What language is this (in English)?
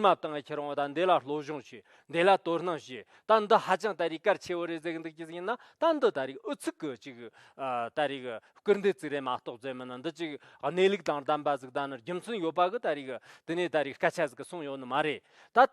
Tibetan